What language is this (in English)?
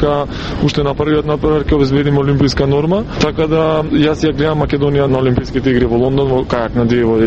Macedonian